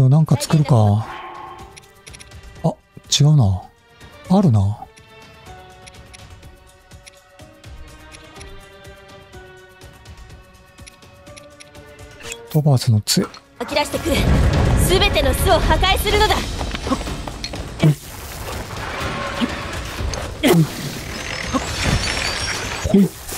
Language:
Japanese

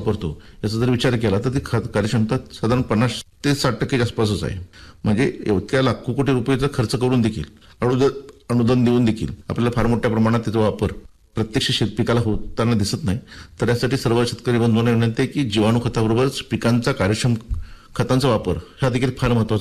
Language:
Marathi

